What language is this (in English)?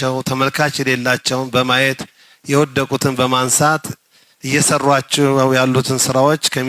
Amharic